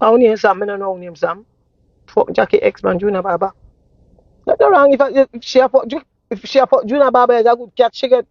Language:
Jamaican Creole English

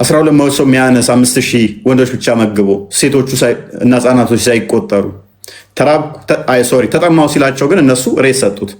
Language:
Amharic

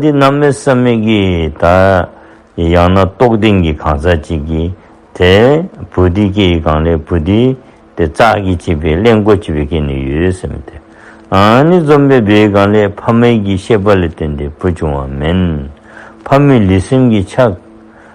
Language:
Dzongkha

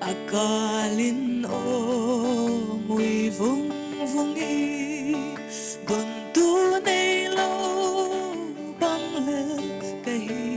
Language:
Paite Chin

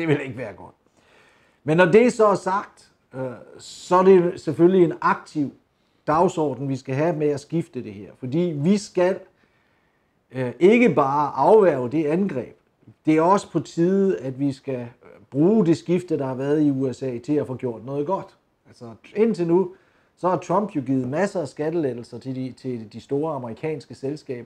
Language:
Danish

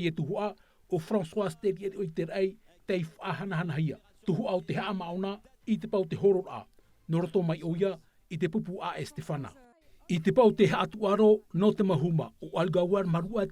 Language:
Tahitian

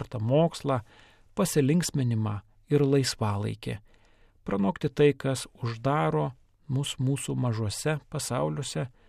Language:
Lithuanian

